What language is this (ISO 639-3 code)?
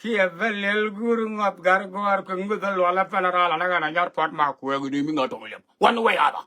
nus